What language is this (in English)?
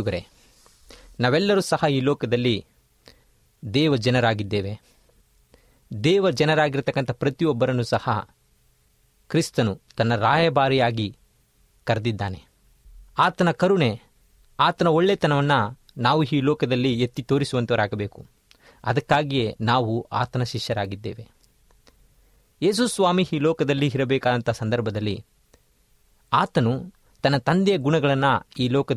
Kannada